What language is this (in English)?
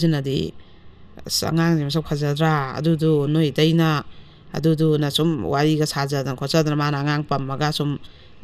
Manipuri